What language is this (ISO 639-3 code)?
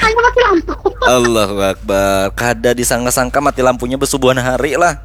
bjn